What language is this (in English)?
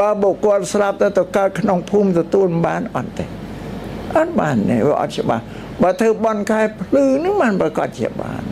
Khmer